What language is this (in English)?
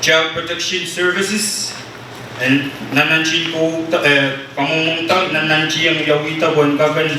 Pohnpeian